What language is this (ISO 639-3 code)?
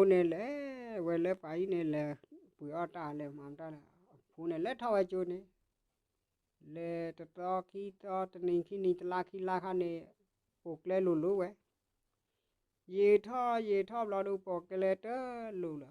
ksw